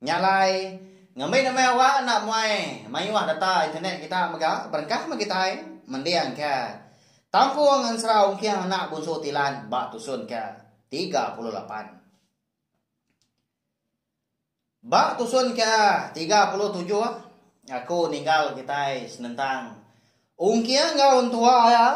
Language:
Iban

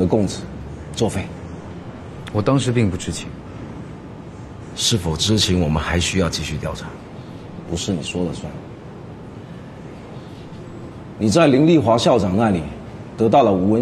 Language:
Chinese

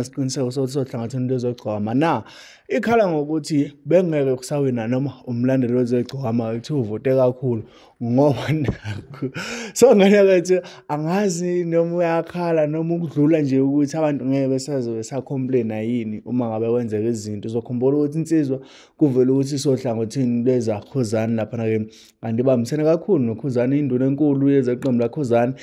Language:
Zulu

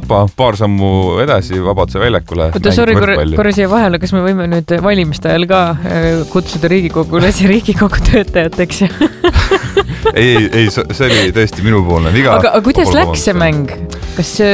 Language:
Estonian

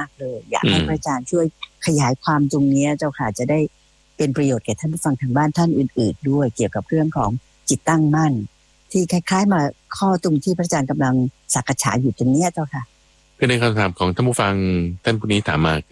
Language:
Thai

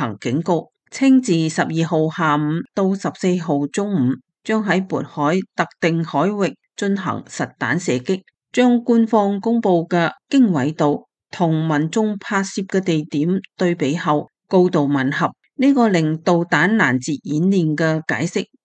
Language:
Cantonese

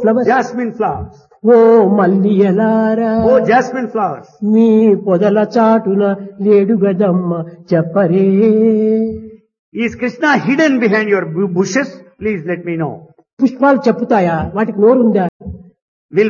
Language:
Telugu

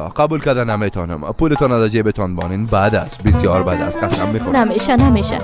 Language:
Persian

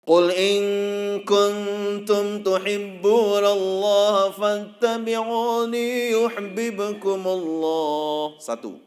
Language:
Sasak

